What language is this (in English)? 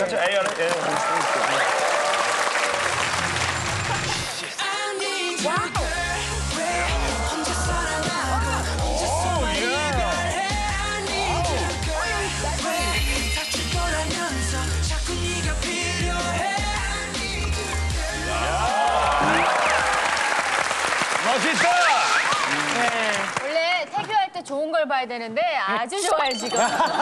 Korean